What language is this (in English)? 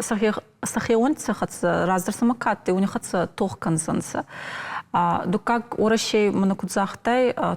Ossetic